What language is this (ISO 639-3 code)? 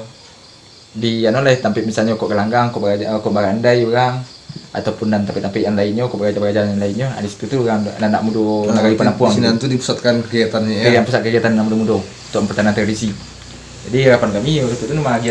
min